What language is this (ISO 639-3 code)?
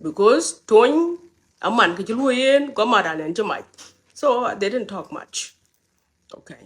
nus